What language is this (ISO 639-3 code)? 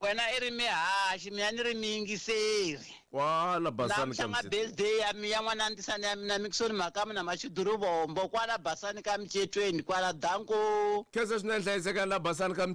tso